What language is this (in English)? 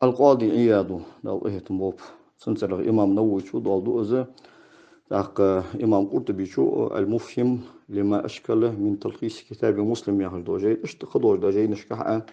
Ingush